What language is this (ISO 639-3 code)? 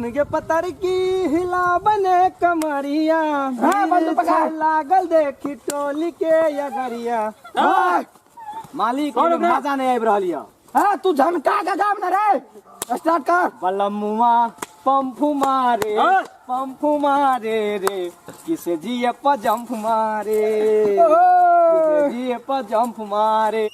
mai